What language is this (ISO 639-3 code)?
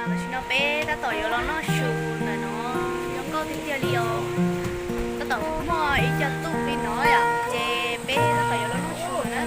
hmn